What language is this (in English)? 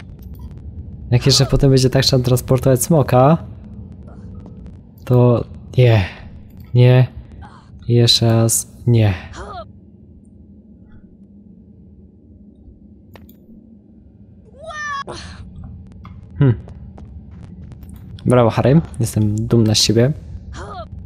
Polish